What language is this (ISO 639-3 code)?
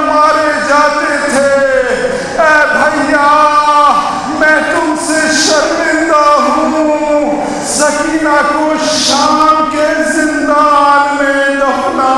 urd